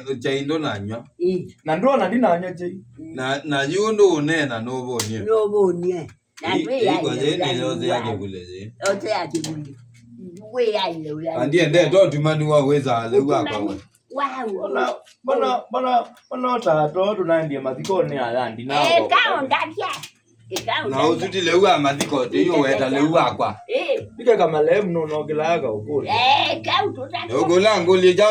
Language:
Kamba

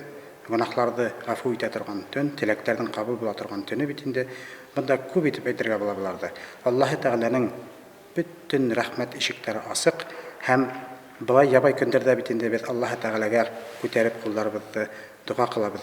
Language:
Bashkir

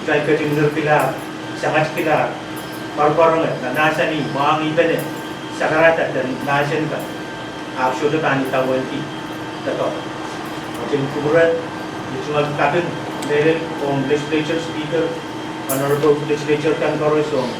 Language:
Pohnpeian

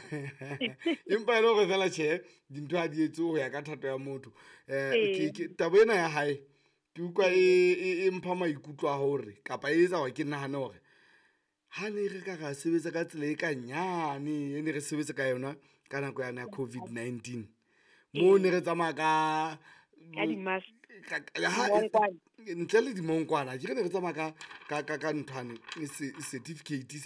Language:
Southern Sotho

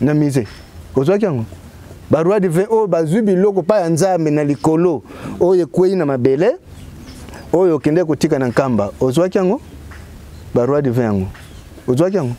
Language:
Lingala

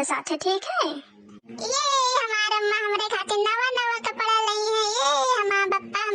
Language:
Awadhi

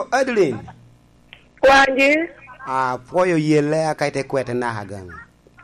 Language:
Lango (Uganda)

